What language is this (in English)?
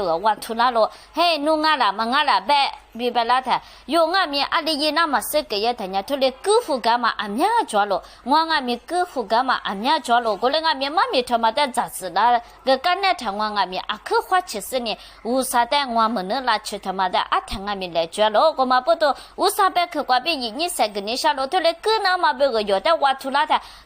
Lisu